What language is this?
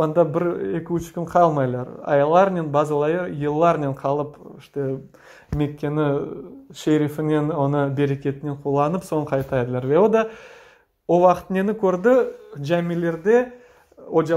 Crimean Tatar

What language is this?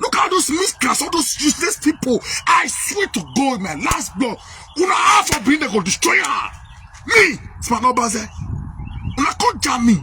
Nigerian Pidgin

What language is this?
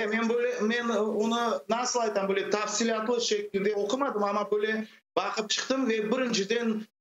Crimean Tatar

